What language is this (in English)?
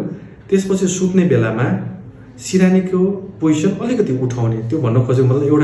Nepali